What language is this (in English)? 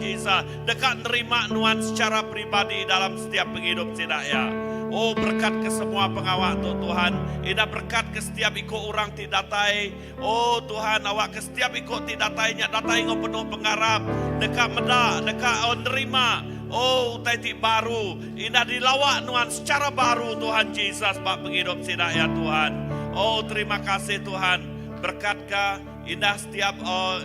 Iban